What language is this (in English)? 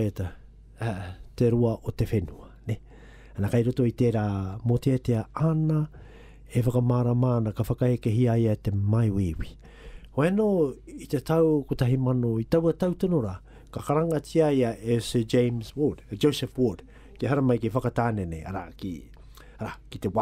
Māori